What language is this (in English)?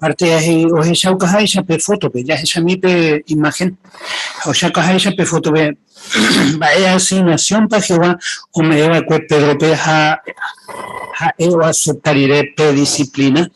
Guarani